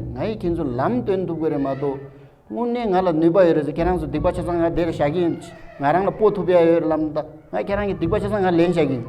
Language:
Tibetan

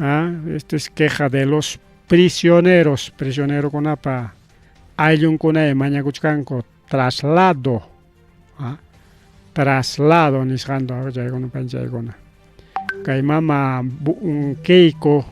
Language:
Ayacucho Quechua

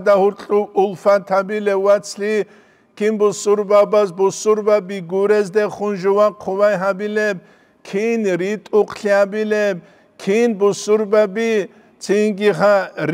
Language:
Avaric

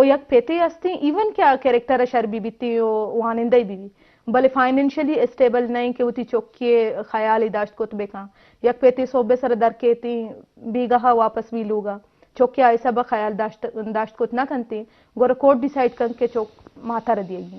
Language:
Eastern Balochi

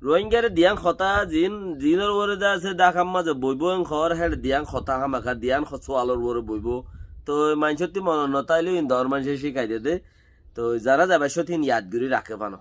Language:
Rohingya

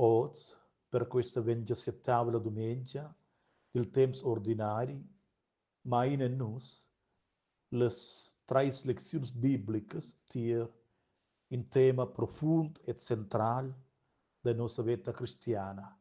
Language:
Romansh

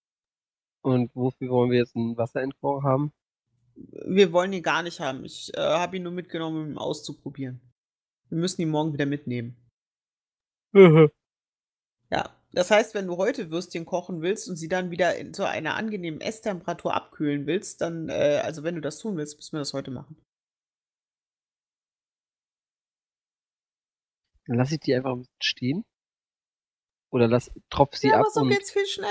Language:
German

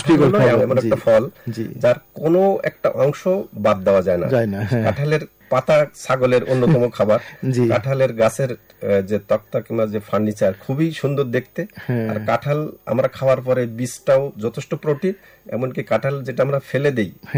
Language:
Bangla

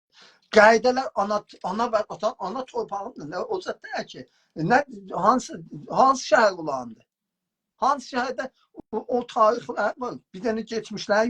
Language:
South Azerbaijani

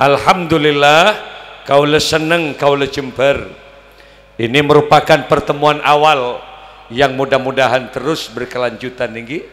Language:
Madurese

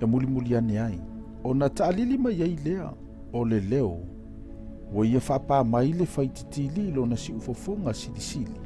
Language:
Samoan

